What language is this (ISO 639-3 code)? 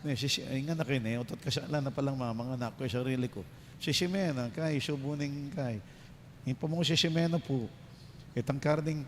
pam